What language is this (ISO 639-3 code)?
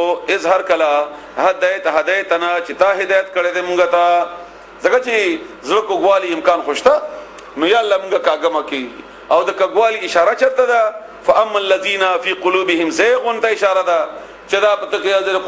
pus